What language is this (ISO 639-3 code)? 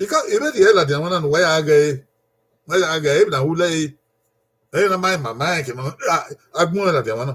bin